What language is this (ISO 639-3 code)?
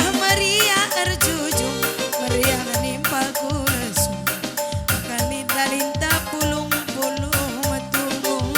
btx